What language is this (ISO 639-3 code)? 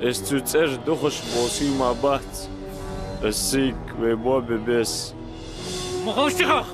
inh